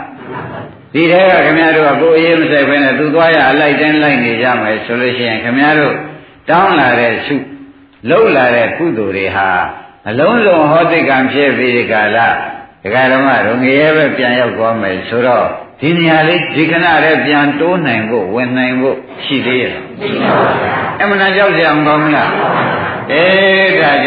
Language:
Burmese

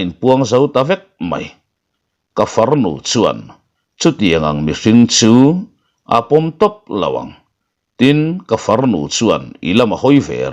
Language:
Mizo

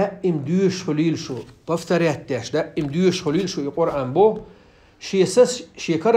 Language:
Chechen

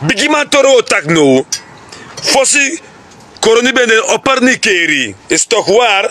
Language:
Sranan Tongo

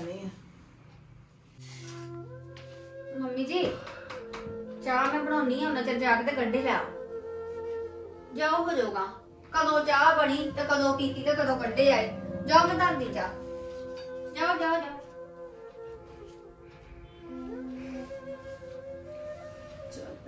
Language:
Punjabi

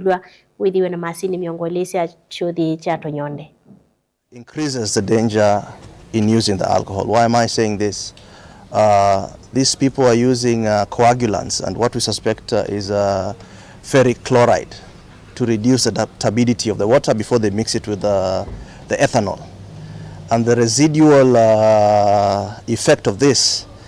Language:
Kamba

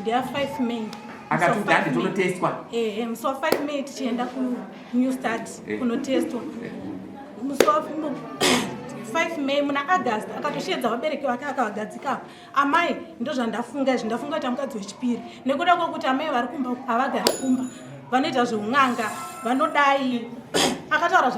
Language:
Shona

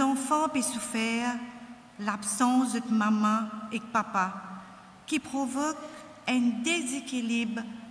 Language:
Morisyen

